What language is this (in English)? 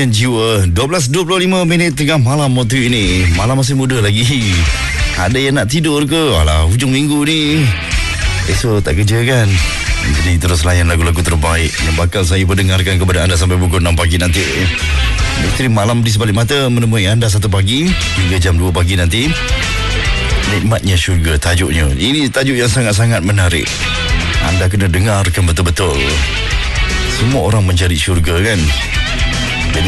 Malay